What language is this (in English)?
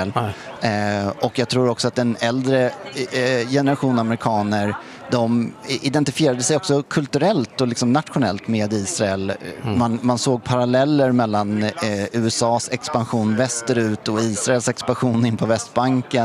Swedish